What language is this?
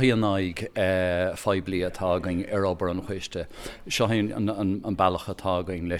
Irish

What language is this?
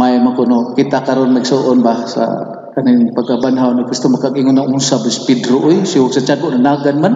Cebuano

